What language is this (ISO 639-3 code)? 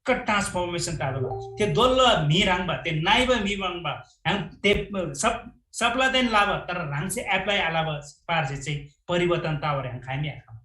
taj